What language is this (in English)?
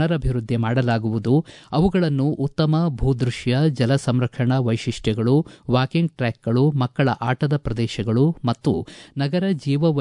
Kannada